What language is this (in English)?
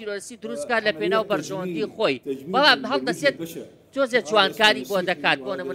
Central Kurdish